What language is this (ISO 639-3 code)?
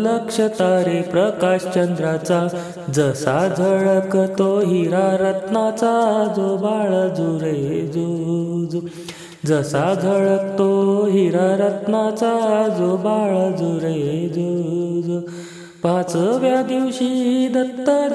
mar